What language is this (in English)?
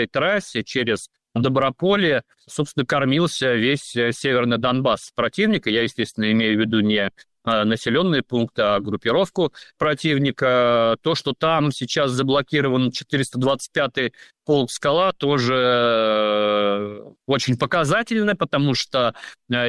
Russian